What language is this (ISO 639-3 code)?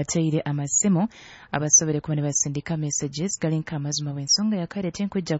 nyo